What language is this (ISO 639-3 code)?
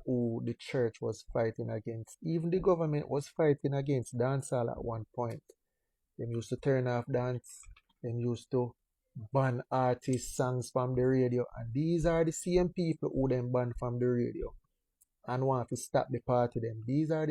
jam